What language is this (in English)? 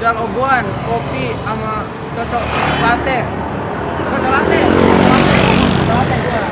Betawi